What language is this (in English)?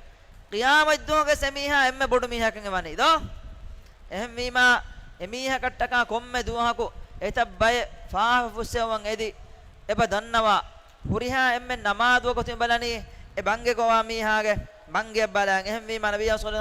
Divehi